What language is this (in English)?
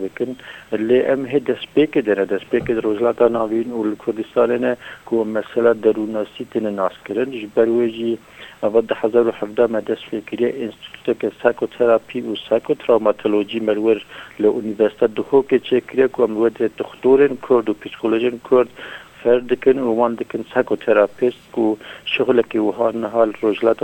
Kurdish